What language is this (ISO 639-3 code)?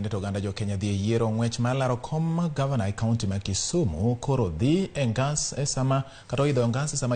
luo